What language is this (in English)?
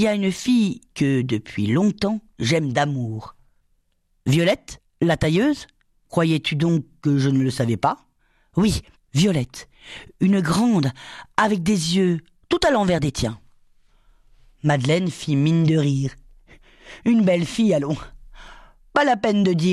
French